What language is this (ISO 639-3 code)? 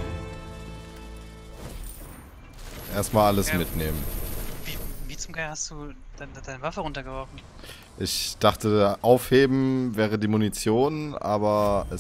deu